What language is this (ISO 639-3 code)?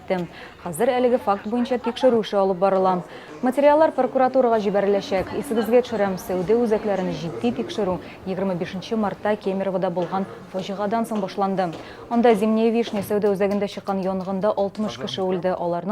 tat